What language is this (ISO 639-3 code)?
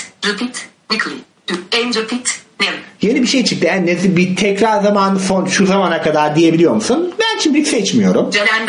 tur